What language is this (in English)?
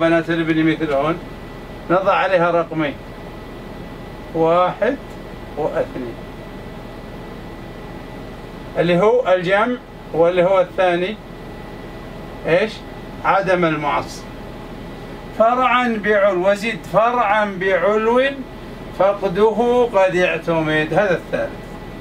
Arabic